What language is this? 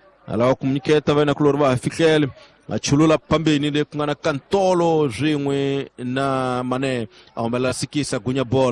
Tsonga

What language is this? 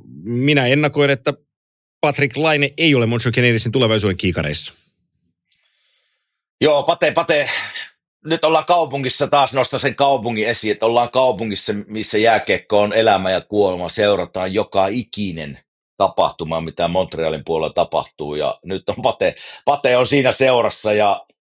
Finnish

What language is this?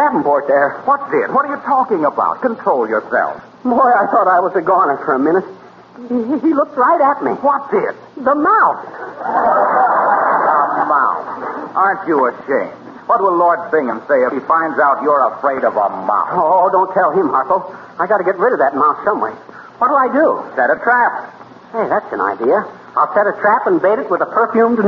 English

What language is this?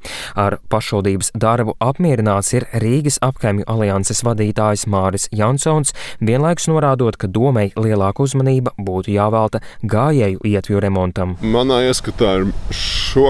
Latvian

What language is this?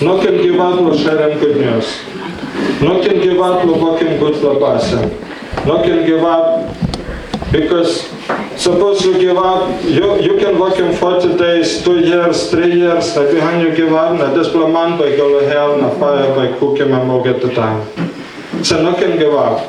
Tok Pisin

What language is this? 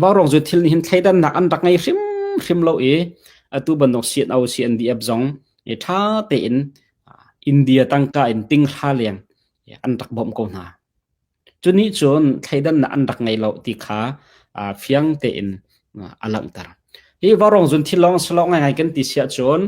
Hakha Chin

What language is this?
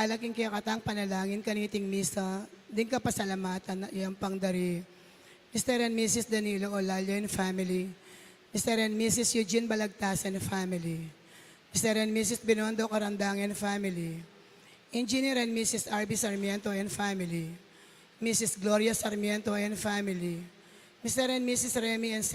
Pampanga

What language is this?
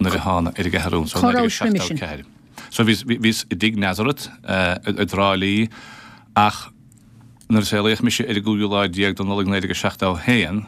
Irish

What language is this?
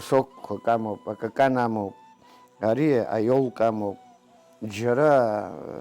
Abkhazian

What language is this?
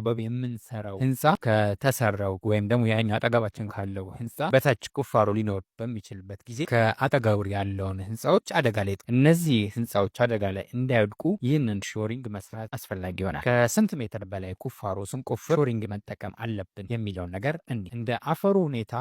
Amharic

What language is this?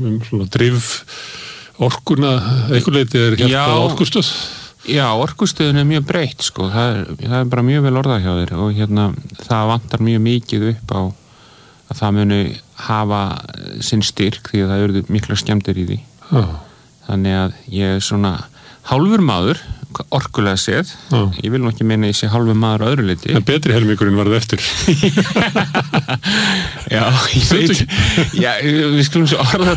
Icelandic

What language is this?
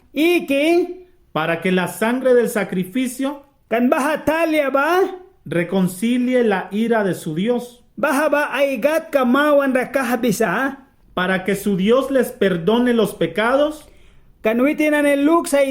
Mískito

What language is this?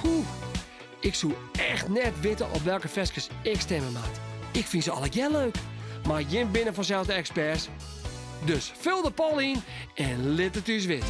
Western Frisian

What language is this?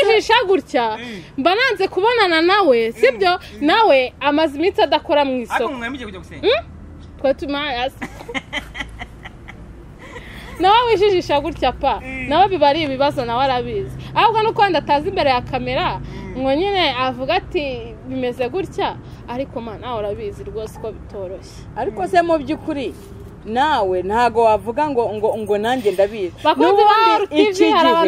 Kinyarwanda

